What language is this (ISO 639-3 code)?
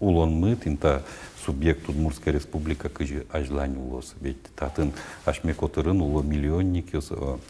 udm